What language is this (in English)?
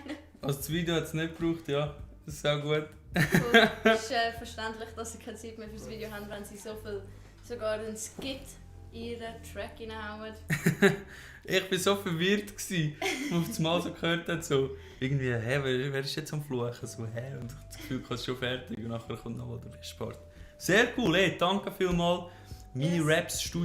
Swiss German